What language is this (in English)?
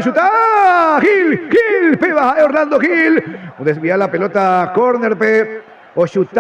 Guarani